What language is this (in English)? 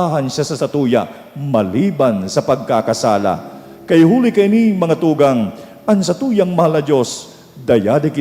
Bikol